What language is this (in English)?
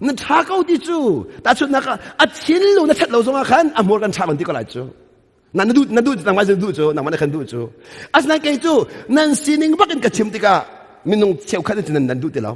Hakha Chin